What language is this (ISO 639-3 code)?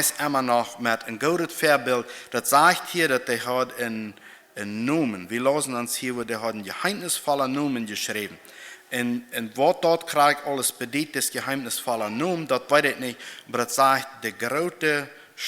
pdt